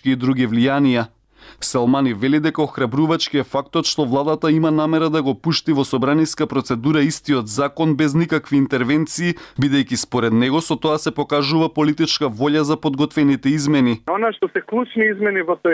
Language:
Macedonian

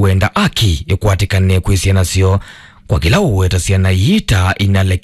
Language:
Kamba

